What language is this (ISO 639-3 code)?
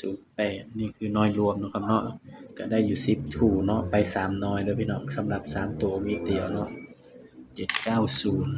tts